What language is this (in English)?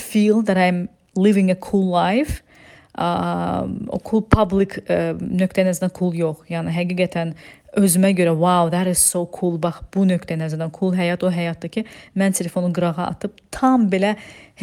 Azerbaijani